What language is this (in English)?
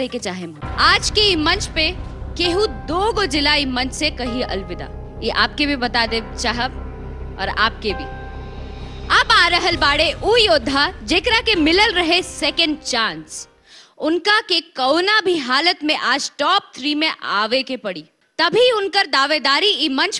Bhojpuri